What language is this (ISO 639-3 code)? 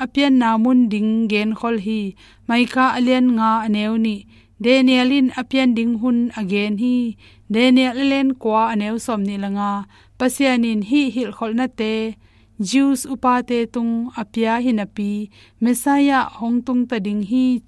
ctd